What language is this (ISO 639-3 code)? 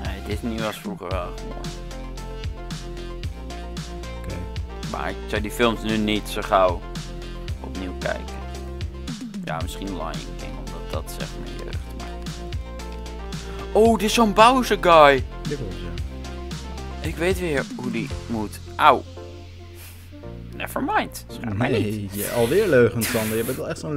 nld